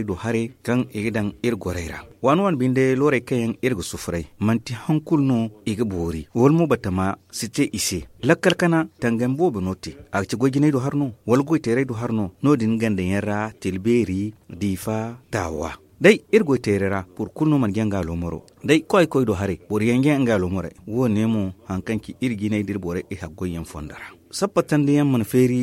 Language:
Zarma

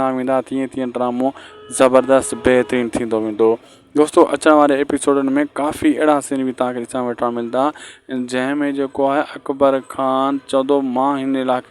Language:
Sindhi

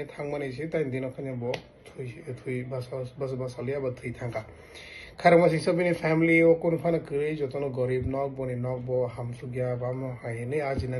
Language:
Kok Borok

